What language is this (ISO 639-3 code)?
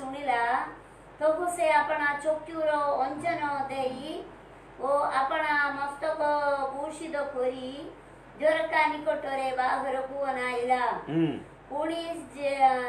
ori